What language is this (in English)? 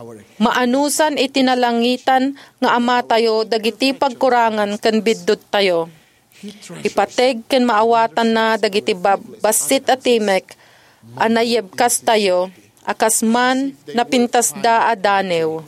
Iloko